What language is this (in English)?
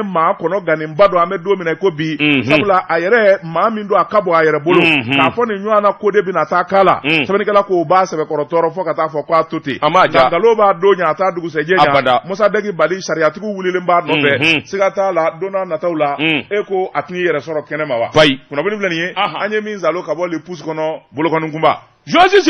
Bambara